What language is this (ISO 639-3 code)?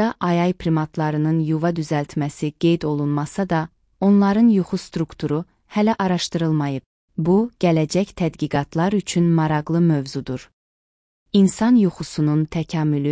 aze